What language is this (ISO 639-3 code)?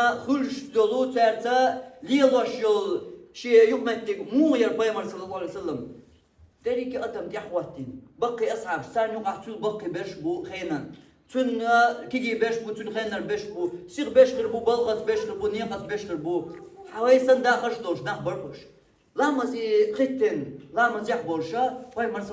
che